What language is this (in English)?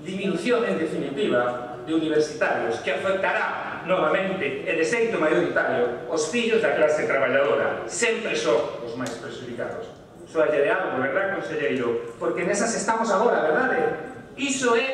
Galician